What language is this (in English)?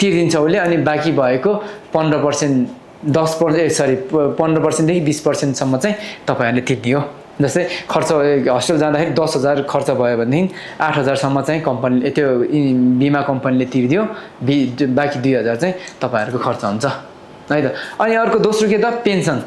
Nepali